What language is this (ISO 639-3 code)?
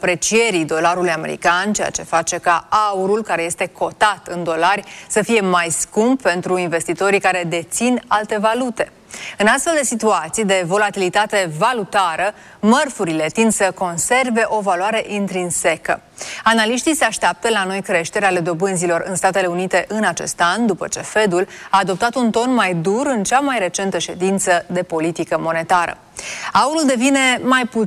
ron